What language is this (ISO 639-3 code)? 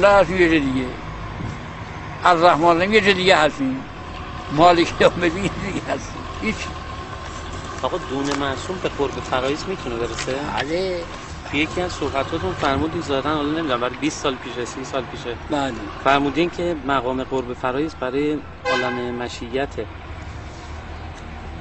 fas